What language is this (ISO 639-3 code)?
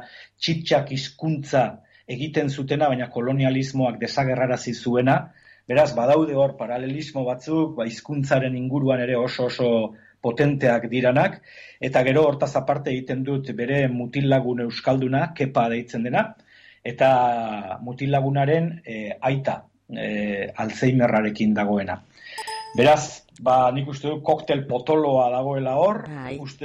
eus